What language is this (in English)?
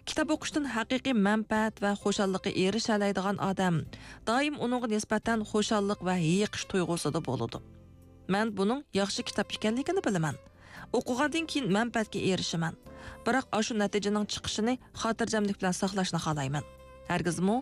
Uyghur